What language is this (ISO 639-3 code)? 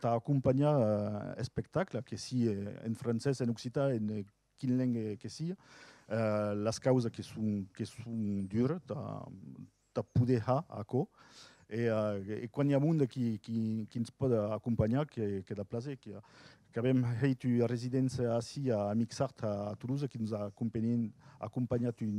oci